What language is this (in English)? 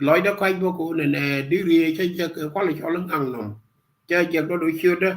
Nuer